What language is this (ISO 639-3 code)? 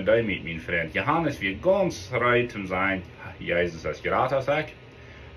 pdt